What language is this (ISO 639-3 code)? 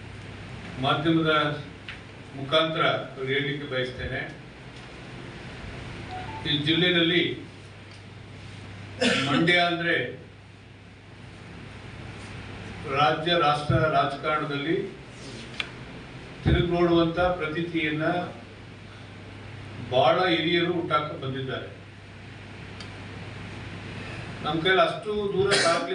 kan